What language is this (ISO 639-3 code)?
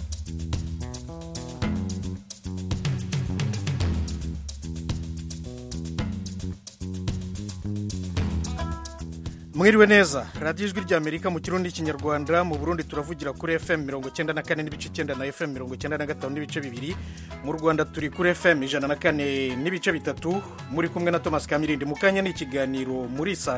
kin